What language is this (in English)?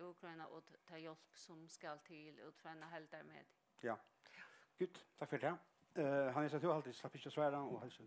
Faroese